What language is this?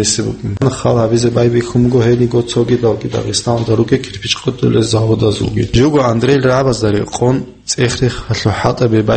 Avaric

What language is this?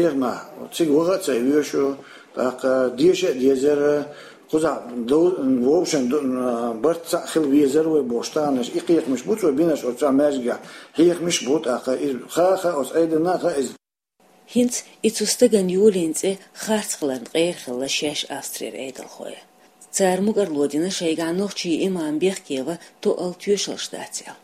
Chechen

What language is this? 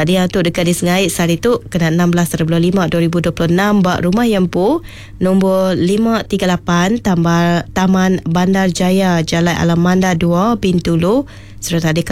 Iban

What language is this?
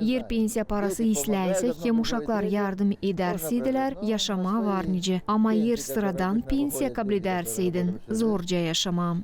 Gagauz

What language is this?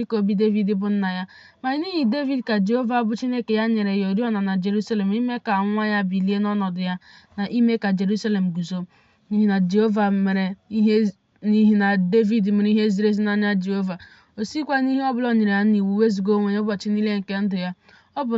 Igbo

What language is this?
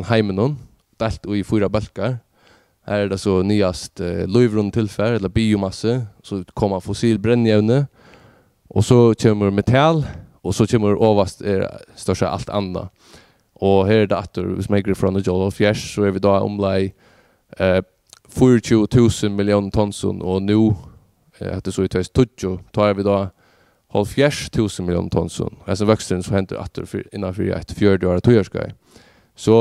Faroese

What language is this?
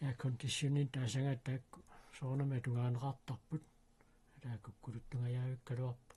Kalaallisut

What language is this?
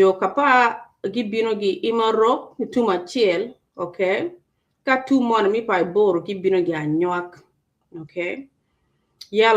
Acoli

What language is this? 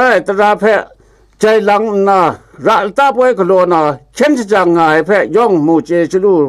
Kachin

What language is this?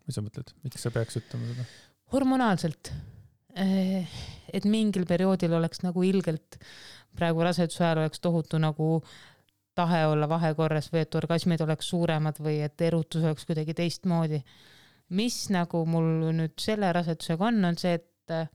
Estonian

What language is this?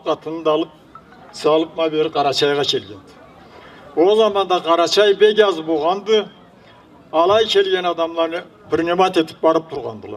Karachay-Balkar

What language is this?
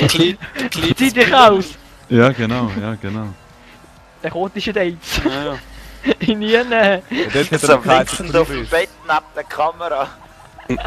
Swiss German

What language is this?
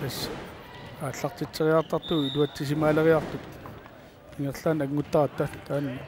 Kalaallisut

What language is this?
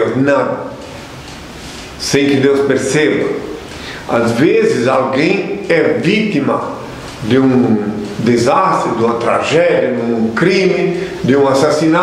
Portuguese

